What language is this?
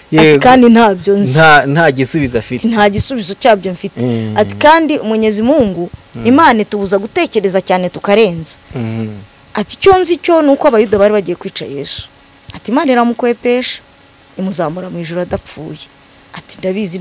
Kinyarwanda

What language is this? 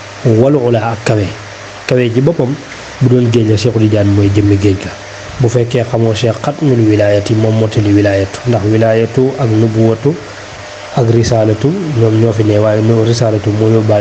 Wolof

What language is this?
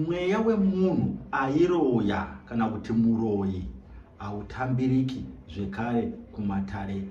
Shona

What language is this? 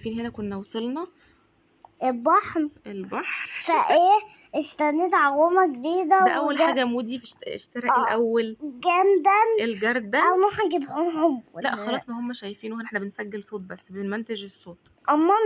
Egyptian Arabic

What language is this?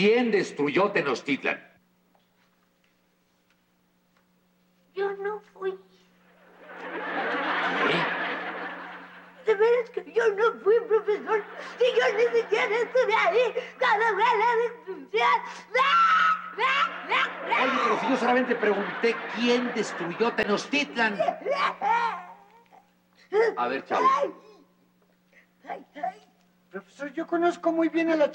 Spanish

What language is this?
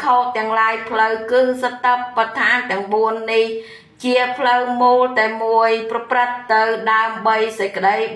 Khmer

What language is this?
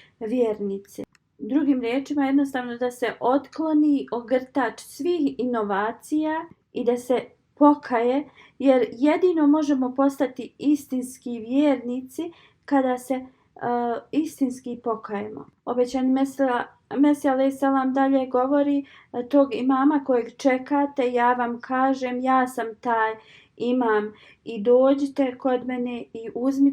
Bosnian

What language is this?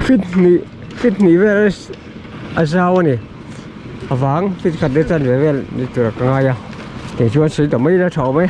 Mizo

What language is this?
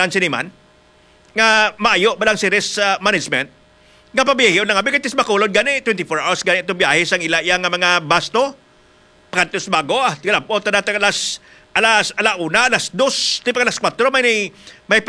Hiligaynon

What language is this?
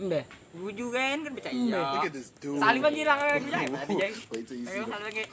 Banjar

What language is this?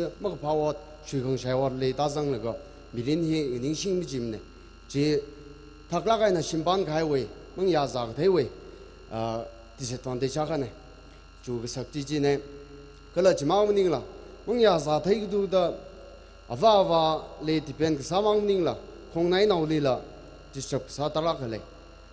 Tangkhul Naga (India)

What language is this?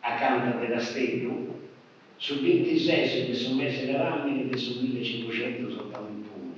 Sardinian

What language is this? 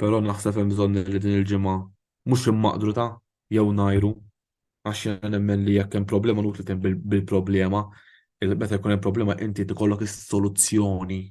Maltese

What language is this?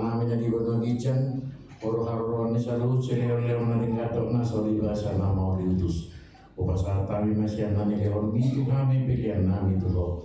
Batak Toba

